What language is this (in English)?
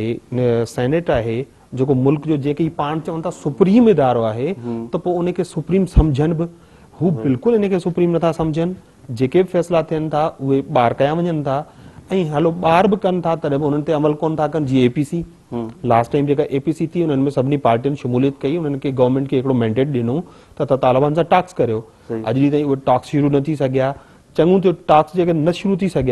Sindhi